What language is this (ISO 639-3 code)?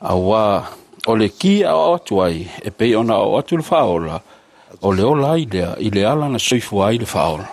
smo